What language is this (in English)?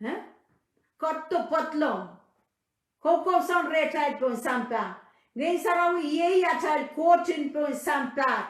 Pohnpeian